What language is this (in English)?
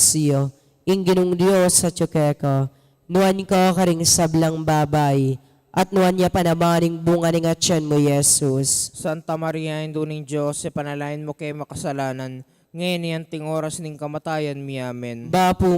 Pampanga